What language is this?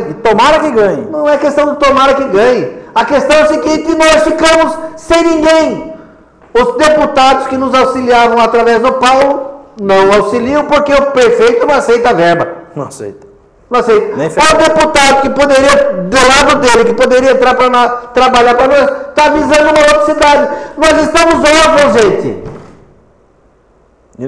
Portuguese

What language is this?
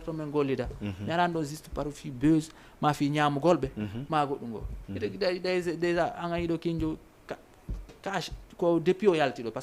Fula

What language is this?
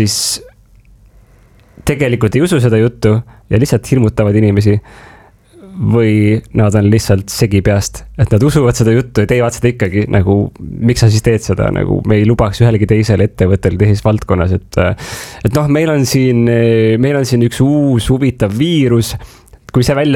Estonian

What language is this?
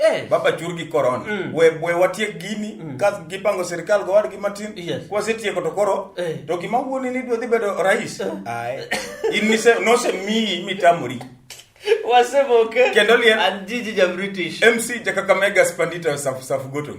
Luo (Kenya and Tanzania)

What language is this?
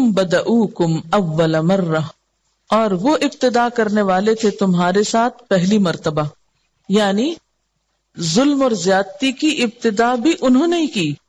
Urdu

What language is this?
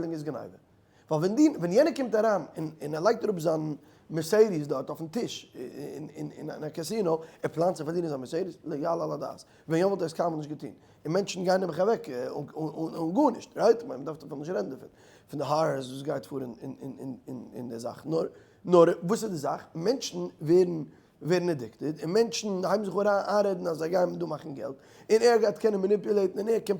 Yiddish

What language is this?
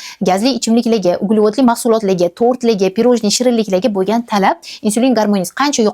Uzbek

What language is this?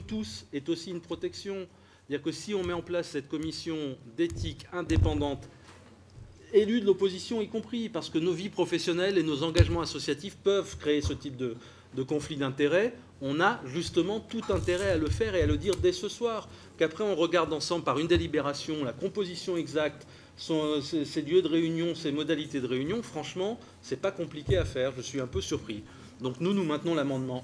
French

